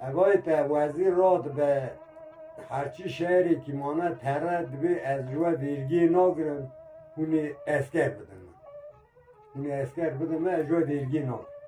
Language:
Kurdish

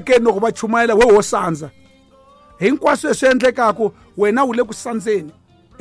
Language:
Tsonga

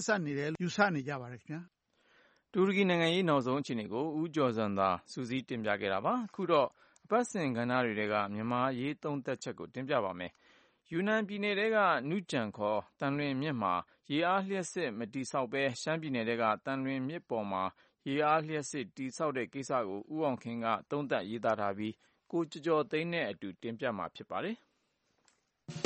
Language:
Burmese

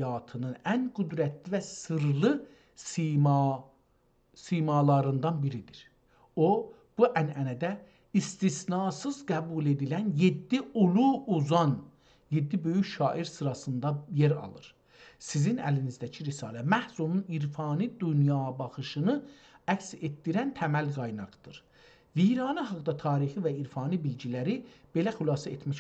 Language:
South Azerbaijani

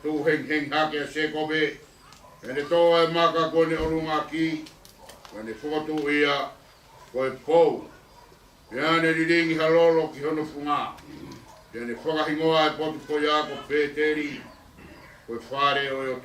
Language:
Tongan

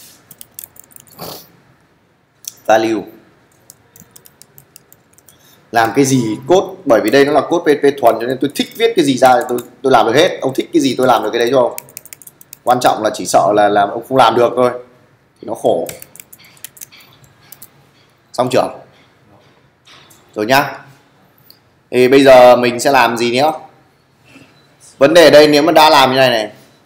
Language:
Vietnamese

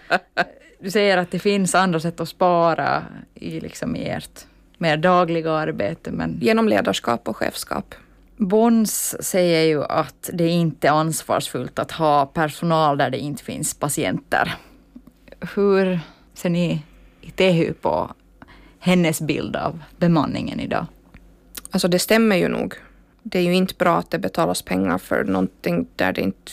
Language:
Swedish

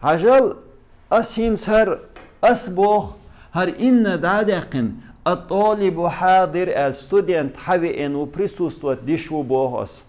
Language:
Chechen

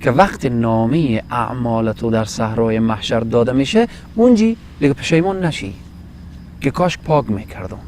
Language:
Persian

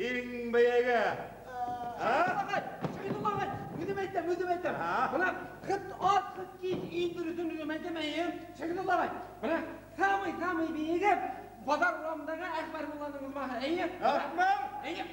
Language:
Bashkir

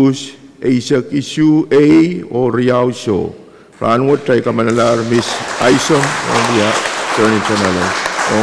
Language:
Pohnpeian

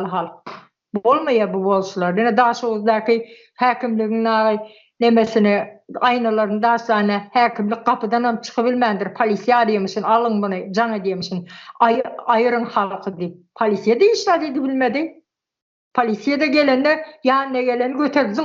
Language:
Turkmen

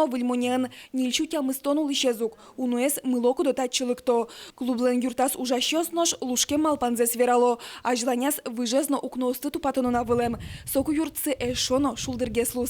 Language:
Udmurt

